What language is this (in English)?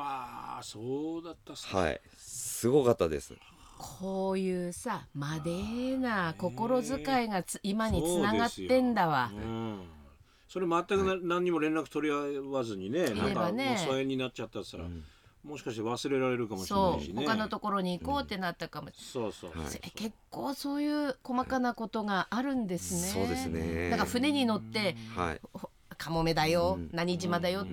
Japanese